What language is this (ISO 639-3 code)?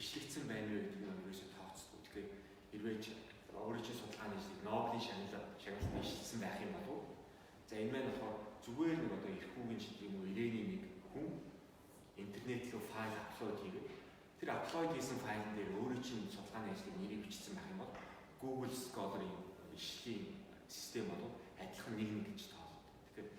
mon